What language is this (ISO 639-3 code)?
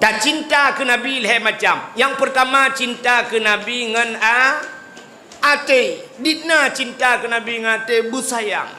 ace